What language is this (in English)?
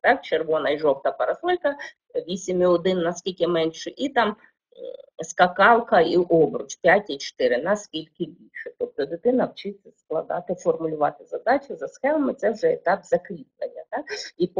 Ukrainian